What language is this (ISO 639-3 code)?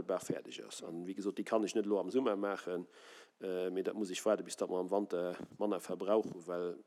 ltz